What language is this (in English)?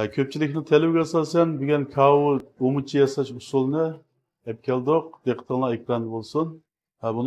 Uyghur